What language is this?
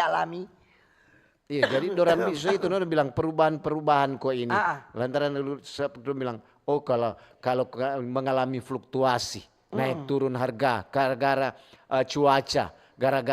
Manado Malay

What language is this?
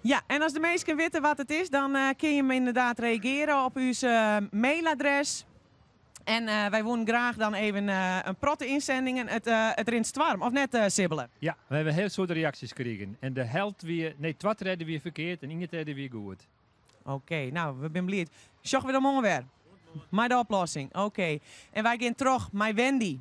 Western Frisian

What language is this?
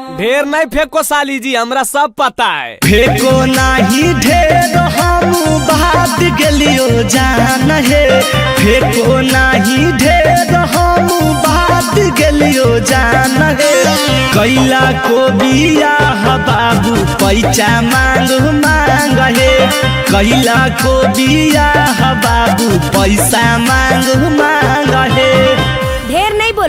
Magahi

